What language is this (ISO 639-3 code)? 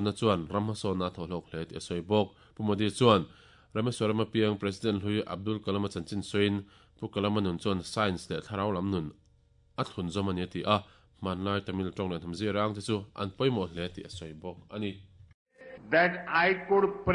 lus